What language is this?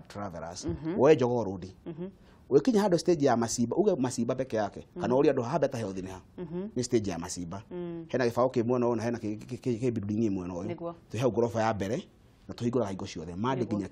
Kikuyu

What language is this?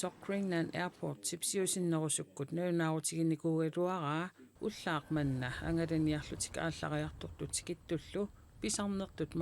Kalaallisut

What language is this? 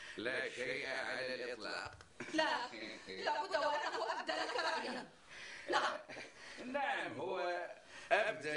North Levantine Arabic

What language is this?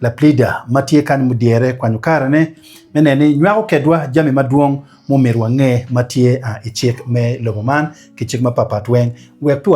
Acoli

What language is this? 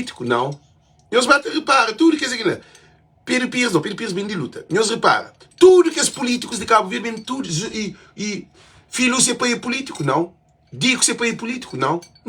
Kabuverdianu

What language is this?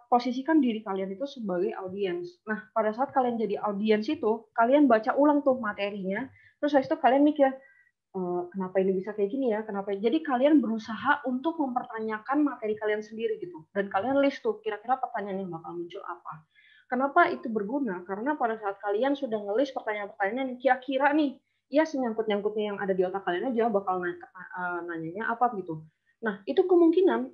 Indonesian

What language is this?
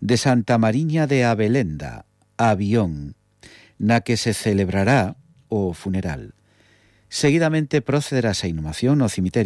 Galician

